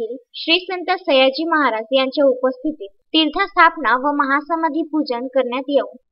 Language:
Marathi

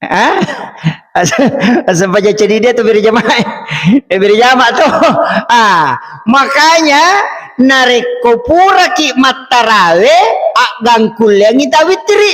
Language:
Buginese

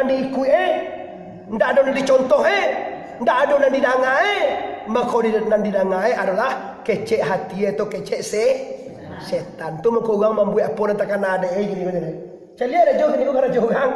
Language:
Minangkabau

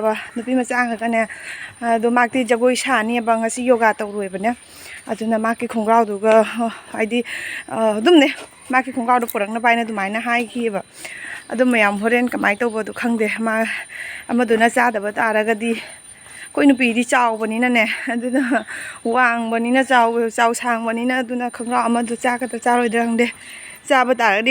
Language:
Manipuri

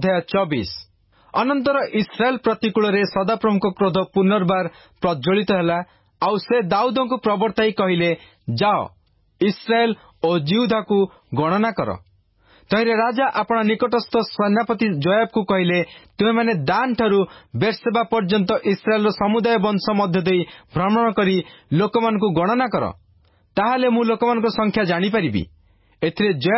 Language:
Odia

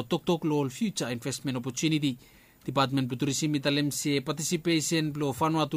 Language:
Bislama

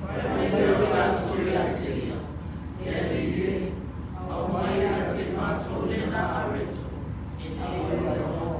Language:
Samoan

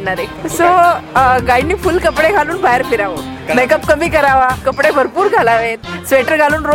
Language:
Marathi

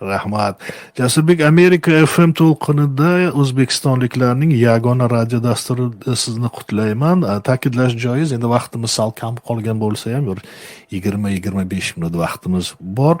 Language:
Uzbek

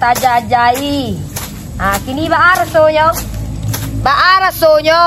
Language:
Minangkabau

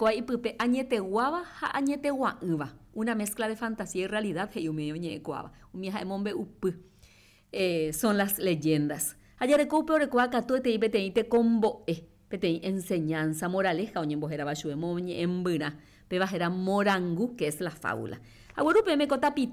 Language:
Guarani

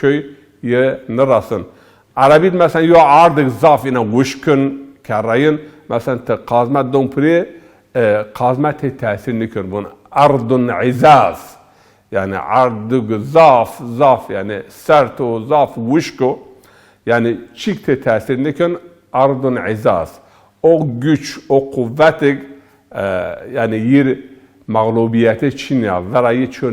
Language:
Zaza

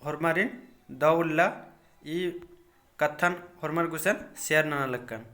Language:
Kurukh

